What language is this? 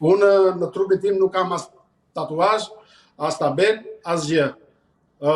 Albanian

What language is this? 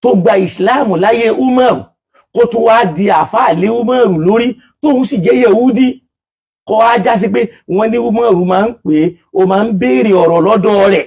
Yoruba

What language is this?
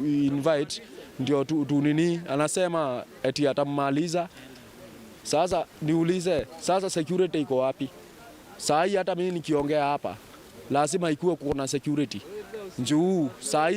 Meru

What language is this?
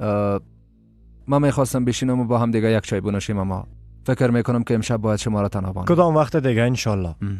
Persian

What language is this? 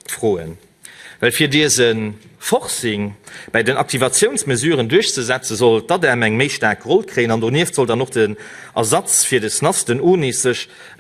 Luxembourgish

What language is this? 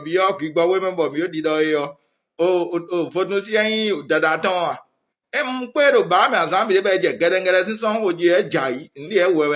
Fon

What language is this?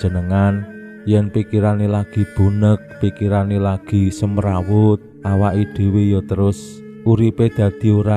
Javanese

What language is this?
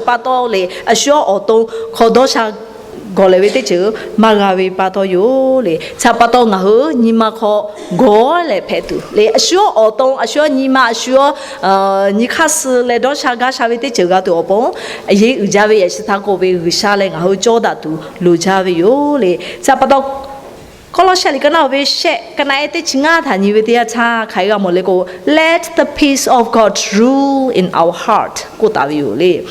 Lahu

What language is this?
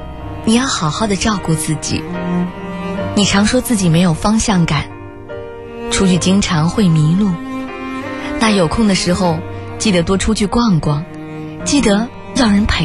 Chinese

